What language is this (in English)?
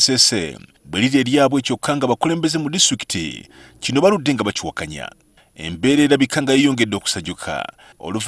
Ganda